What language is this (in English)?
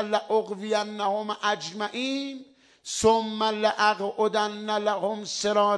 Persian